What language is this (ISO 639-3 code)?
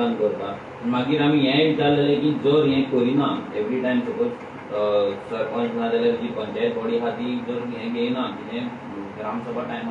kok